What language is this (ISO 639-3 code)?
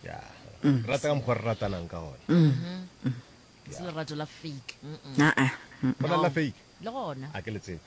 nso